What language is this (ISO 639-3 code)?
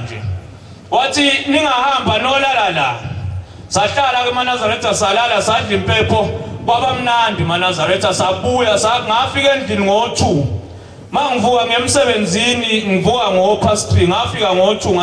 zul